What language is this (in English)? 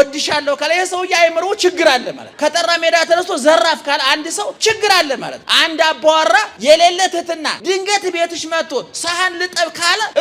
Amharic